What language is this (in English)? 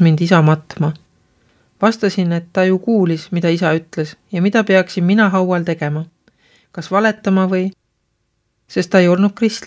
Estonian